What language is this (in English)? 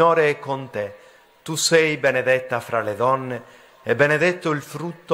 Italian